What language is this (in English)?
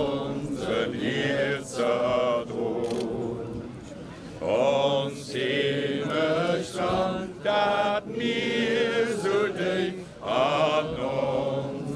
Luxembourgish